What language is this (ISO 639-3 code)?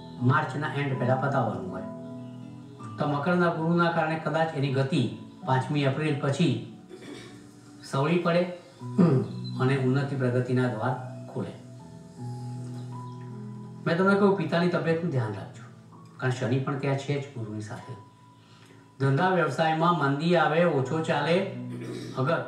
guj